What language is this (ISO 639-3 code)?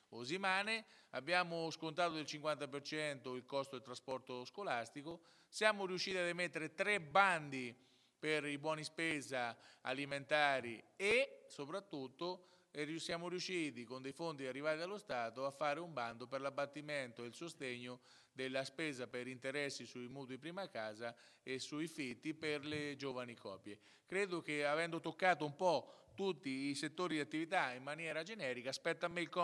ita